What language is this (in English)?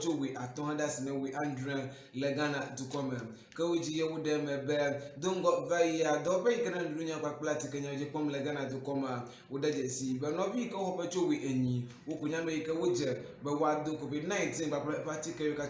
Ewe